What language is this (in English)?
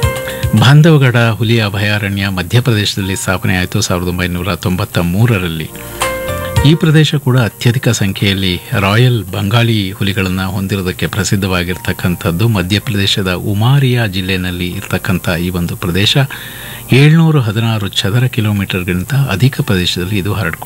Kannada